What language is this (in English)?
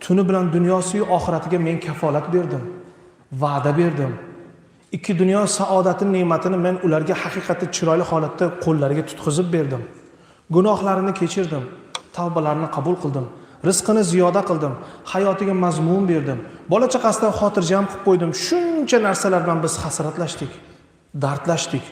Uzbek